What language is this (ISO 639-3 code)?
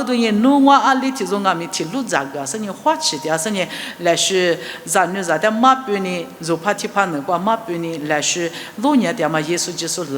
lis